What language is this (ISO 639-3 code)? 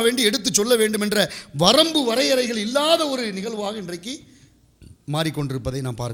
tam